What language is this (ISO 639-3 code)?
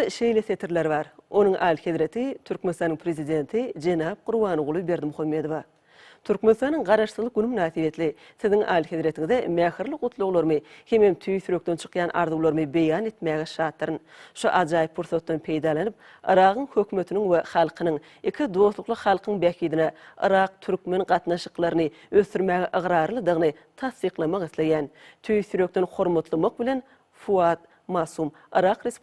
tuk